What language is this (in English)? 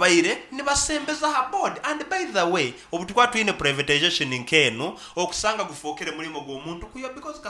Nyoro